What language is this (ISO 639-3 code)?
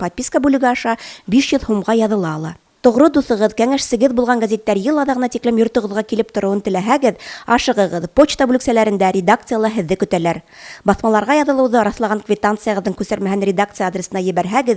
bak